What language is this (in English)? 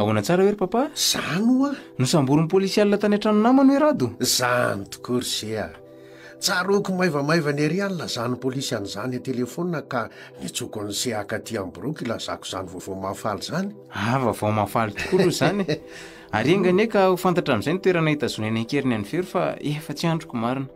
Malagasy